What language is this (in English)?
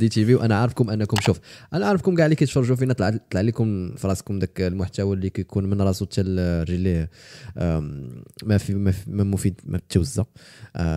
Moroccan Arabic